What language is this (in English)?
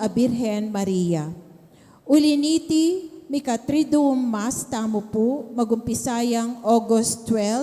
Pampanga